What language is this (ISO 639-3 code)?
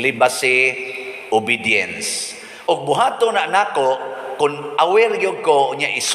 ceb